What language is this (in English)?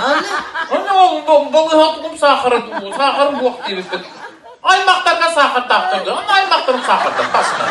Yakut